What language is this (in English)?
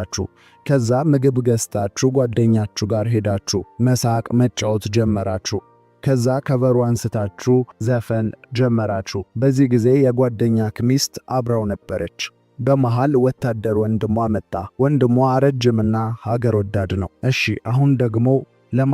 Amharic